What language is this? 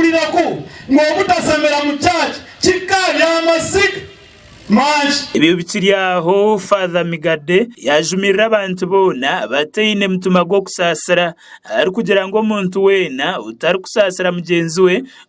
Nyankole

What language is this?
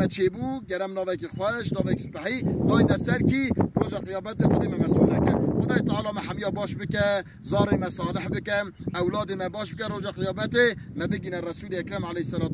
Kurdish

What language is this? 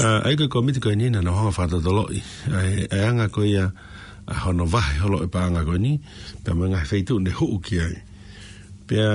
Tongan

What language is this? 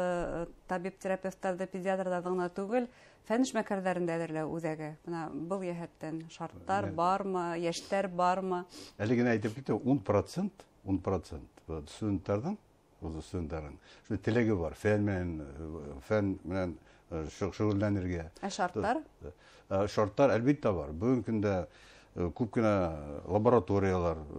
Bashkir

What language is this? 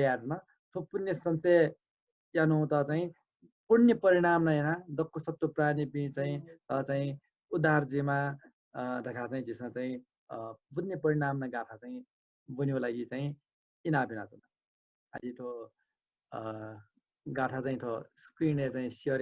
Newari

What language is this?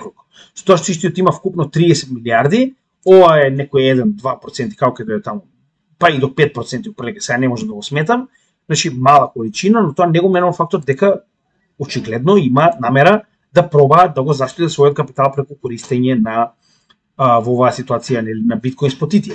Macedonian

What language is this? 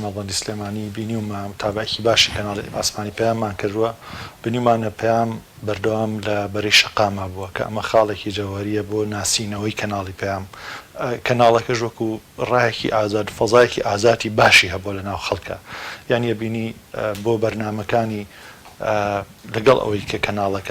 Central Kurdish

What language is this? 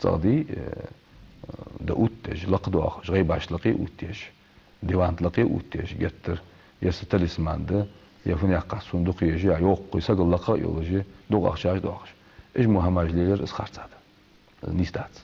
Ingush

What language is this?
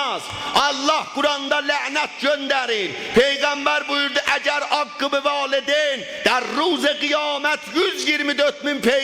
South Azerbaijani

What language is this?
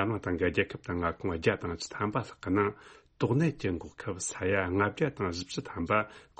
Tibetan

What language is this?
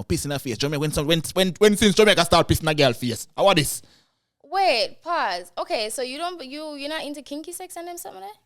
Jamaican Creole English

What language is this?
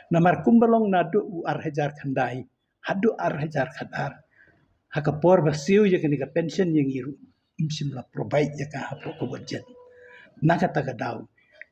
Khasi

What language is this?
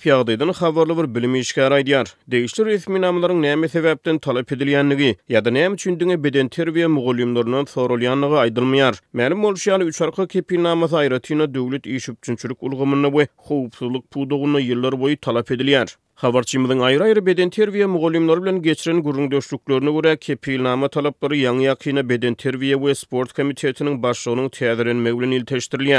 Turkmen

